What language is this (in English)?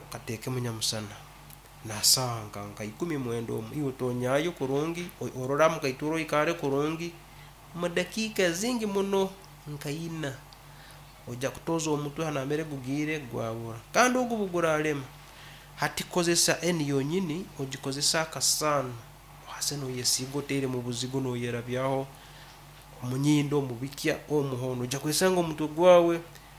Nyankole